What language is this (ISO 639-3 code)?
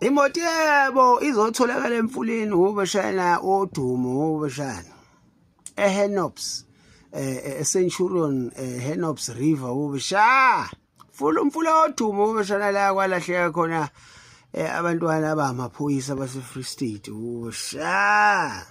zul